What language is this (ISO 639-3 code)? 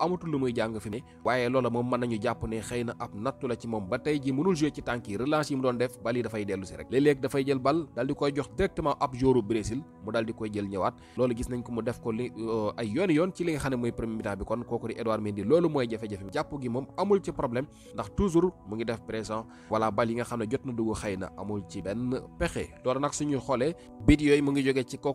wol